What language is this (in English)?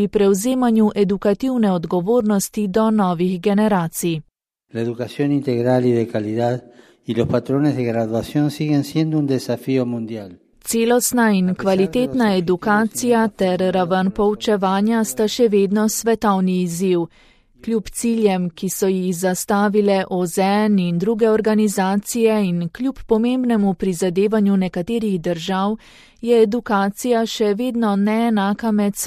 Slovenian